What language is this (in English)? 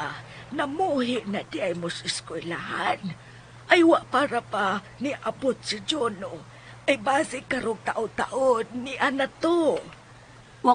Cebuano